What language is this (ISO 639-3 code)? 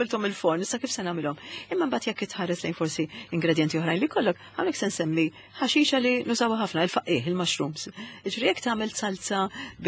mlt